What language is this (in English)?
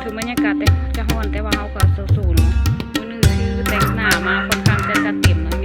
Lao